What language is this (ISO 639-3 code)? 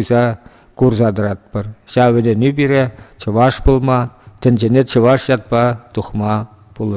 chv